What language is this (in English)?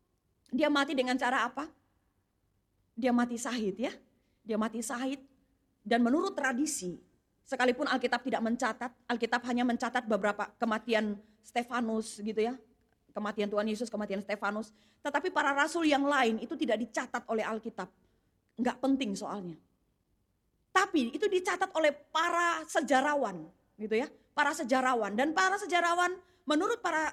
Indonesian